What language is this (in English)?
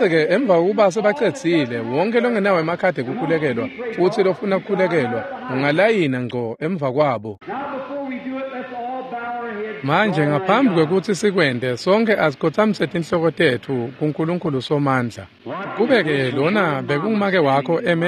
Swati